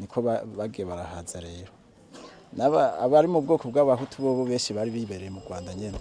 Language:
Rundi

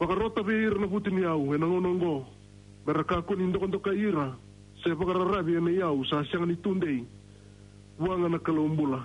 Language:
Fijian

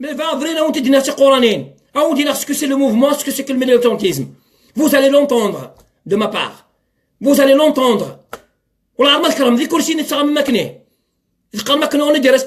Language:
Kabyle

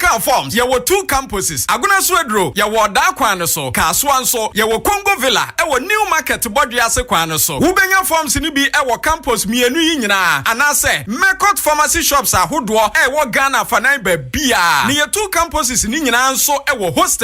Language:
Akan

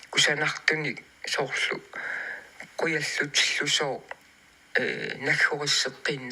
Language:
Kalaallisut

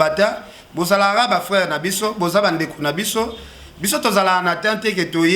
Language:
Lingala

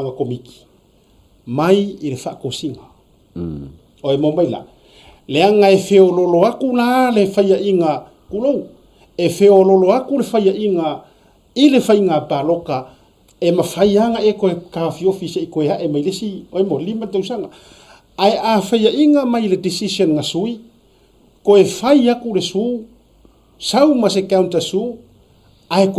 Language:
Samoan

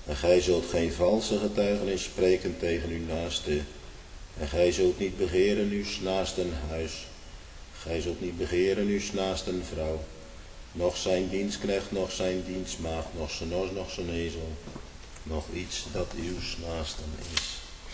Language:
Dutch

